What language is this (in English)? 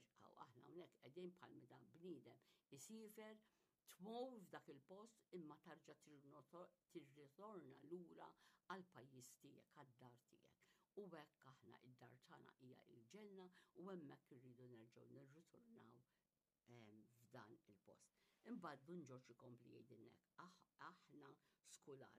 Maltese